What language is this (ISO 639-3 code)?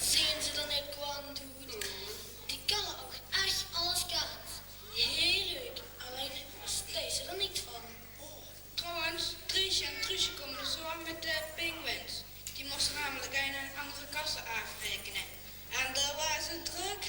lim